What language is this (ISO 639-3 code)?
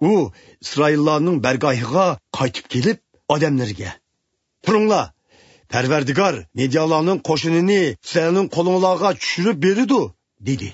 uig